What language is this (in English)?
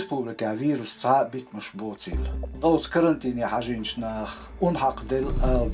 Chechen